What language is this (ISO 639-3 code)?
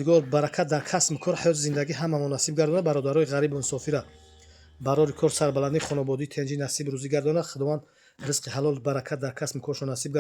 tgk